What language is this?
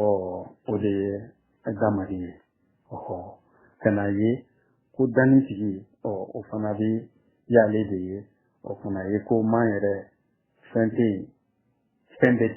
Bambara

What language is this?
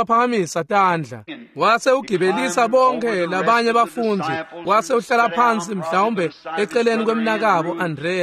Swati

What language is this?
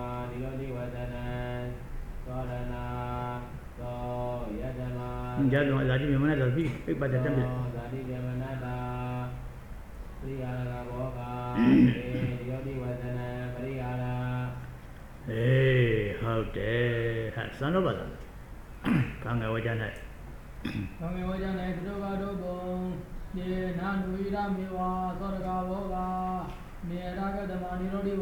Burmese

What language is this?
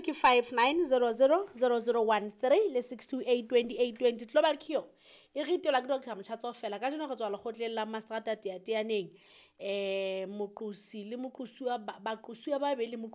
Southern Sotho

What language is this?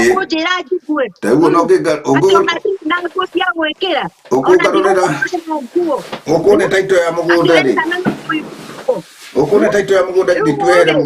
Kikuyu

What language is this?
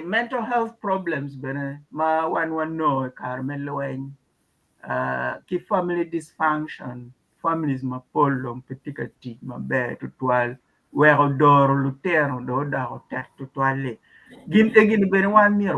Acoli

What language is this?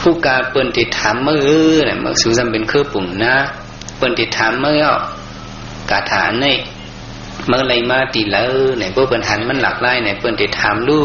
Shan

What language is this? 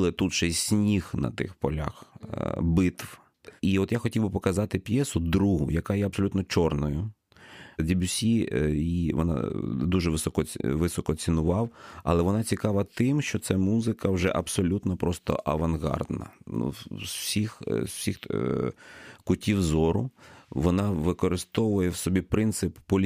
Ukrainian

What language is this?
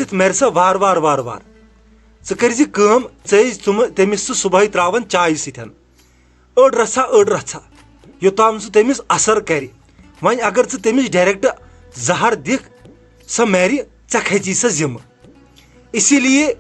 Kashmiri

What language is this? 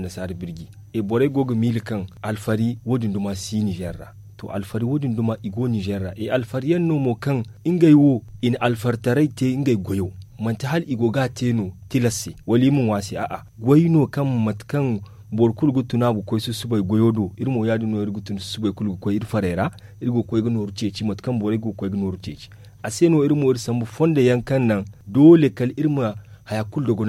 Zarma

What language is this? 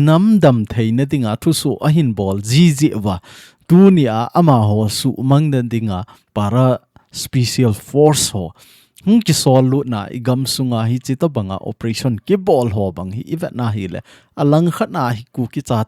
Thado Chin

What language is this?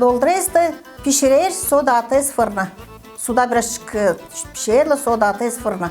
Gagauz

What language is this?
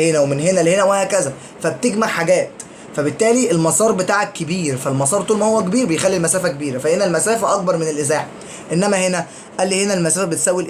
Egyptian Arabic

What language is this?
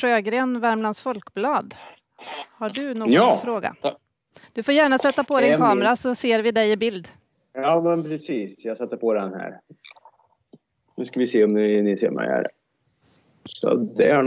Swedish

